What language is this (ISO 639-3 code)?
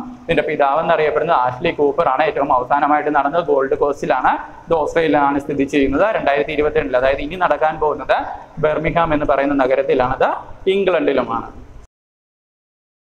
mal